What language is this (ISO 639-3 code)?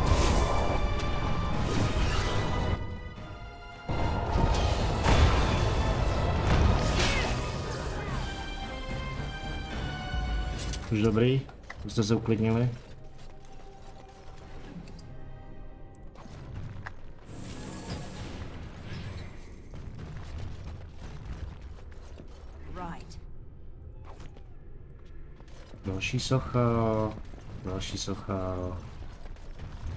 ces